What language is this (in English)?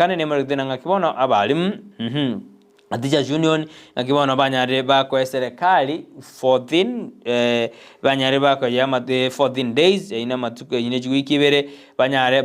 Gusii